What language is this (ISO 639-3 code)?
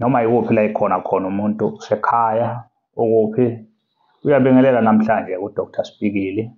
zul